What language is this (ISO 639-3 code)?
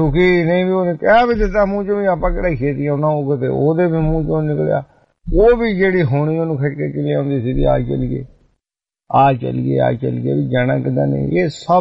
pan